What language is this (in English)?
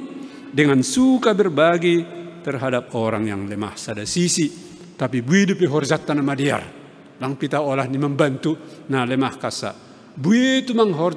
Batak Simalungun